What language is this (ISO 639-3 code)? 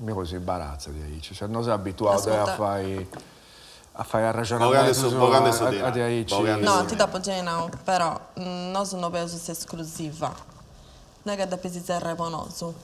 srd